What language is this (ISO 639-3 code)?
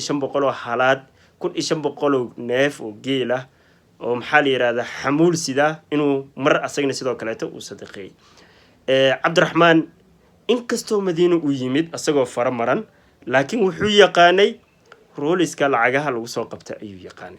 som